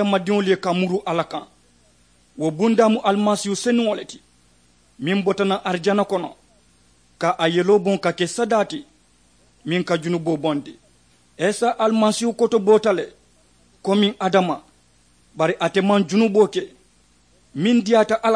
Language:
Mandingo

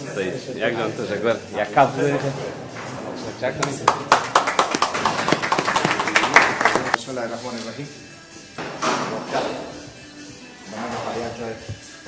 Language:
Persian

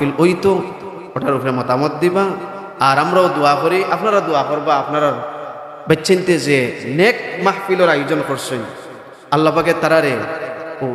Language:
Sylheti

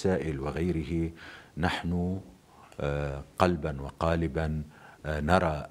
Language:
North Levantine Arabic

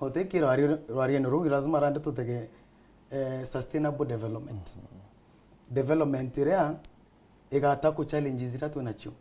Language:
Meru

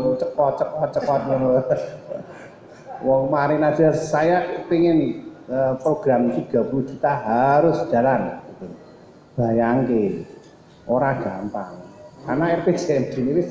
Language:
Indonesian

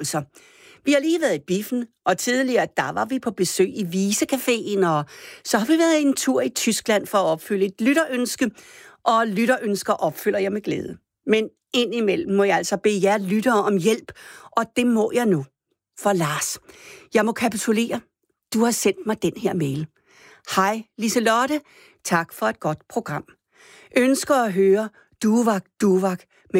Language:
Danish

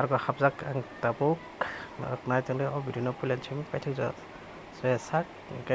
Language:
Kok Borok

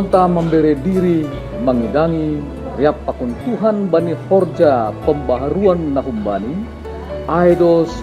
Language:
Batak Simalungun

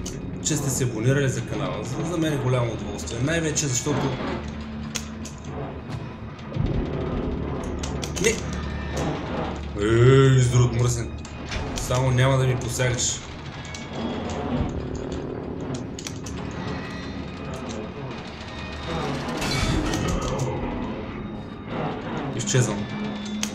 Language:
Bulgarian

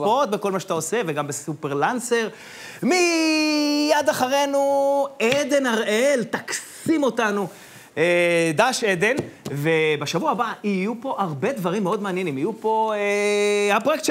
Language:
Hebrew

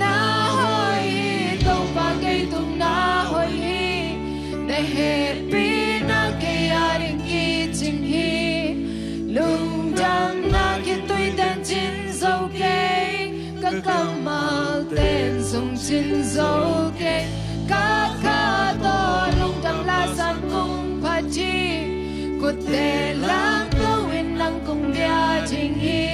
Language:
Tedim Chin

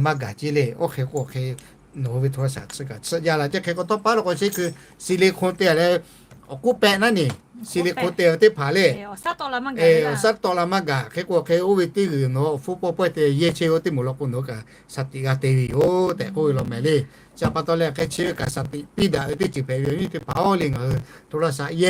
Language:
Lahu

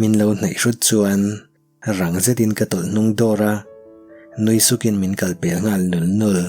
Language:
Mizo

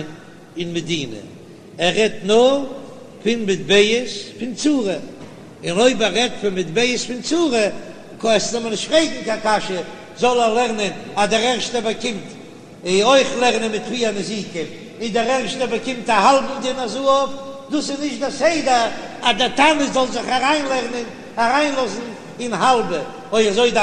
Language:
Yiddish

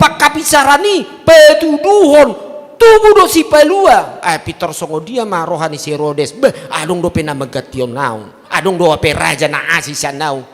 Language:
Batak Toba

